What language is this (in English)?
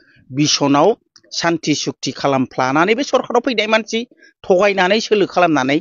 Bodo